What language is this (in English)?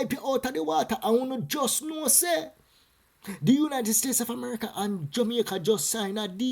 Jamaican Creole English